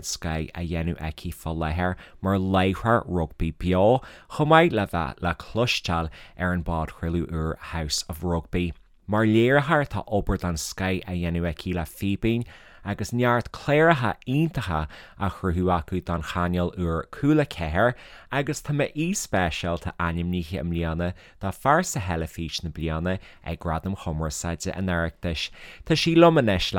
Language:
Irish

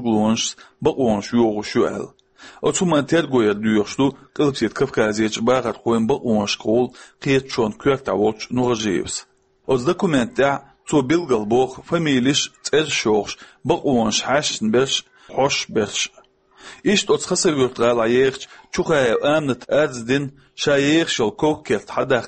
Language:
Chechen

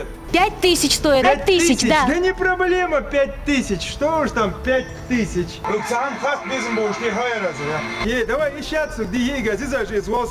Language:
Ingush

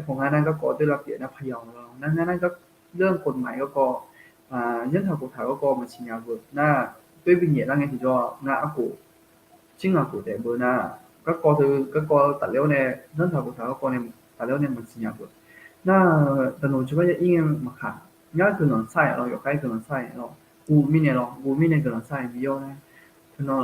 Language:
Akha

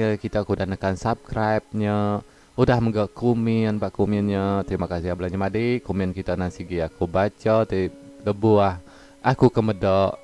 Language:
Iban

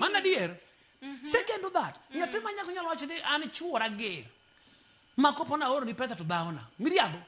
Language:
Luo (Kenya and Tanzania)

